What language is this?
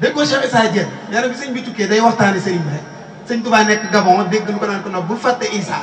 Wolof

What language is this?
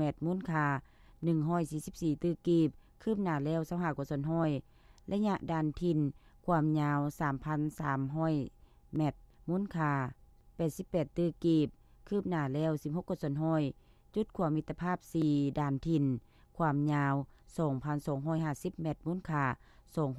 Lao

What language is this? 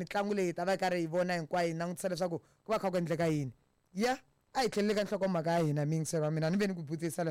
Tsonga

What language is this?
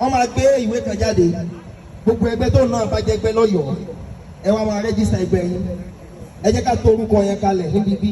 Yoruba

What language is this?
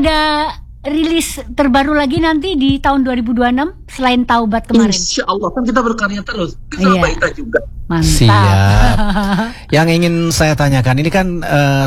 Indonesian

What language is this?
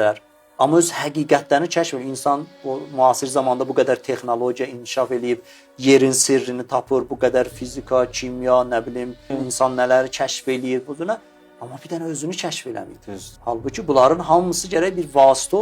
Azerbaijani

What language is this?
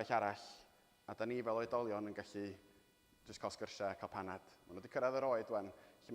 Welsh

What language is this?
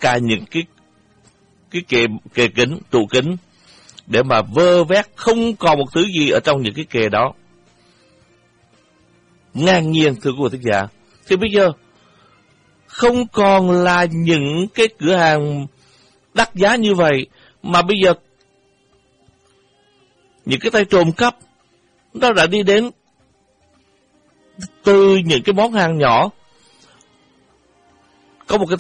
Vietnamese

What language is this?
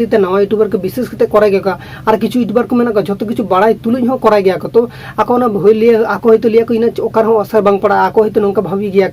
Santali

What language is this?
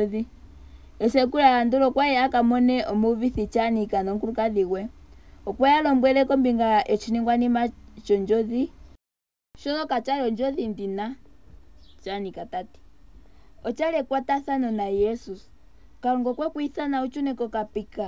Ndonga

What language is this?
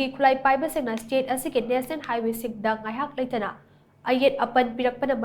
Manipuri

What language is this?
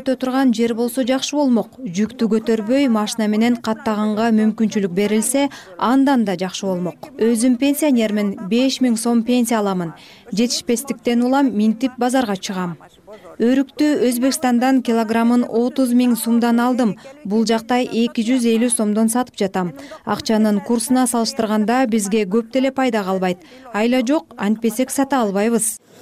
Kyrgyz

